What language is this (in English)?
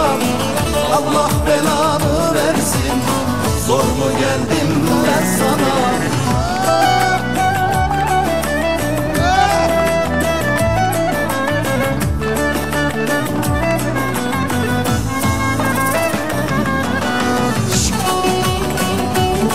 Turkish